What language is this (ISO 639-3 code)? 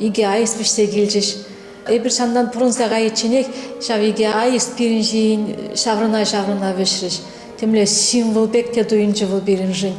chv